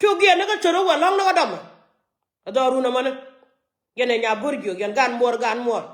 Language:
Nuer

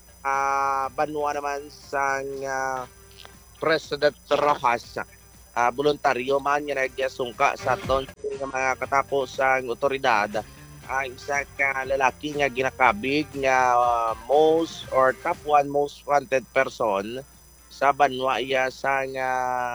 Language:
Hiligaynon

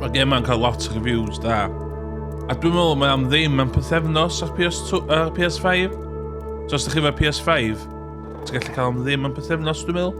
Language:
Welsh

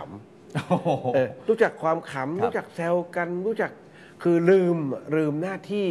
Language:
Thai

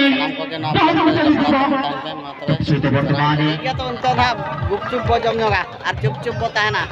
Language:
Santali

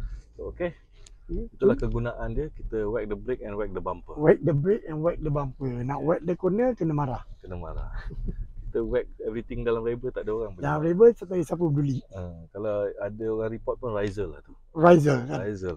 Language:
Malay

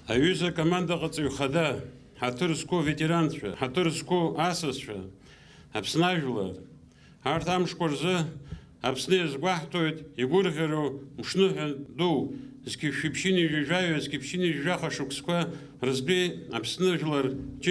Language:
Abkhazian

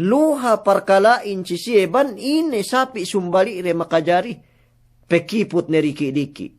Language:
Yakan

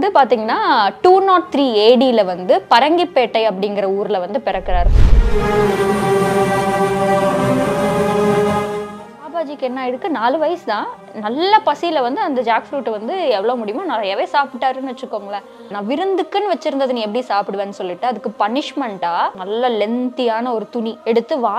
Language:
Tamil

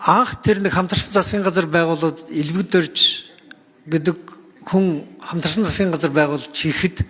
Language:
Mongolian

